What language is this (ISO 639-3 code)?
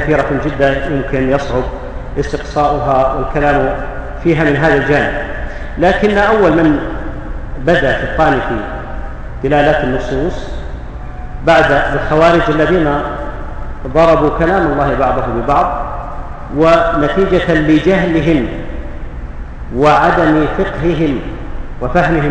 ara